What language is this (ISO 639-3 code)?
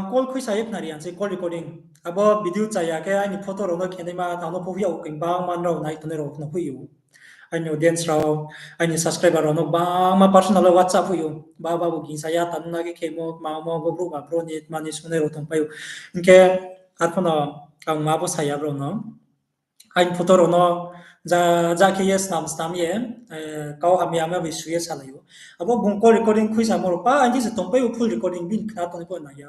ria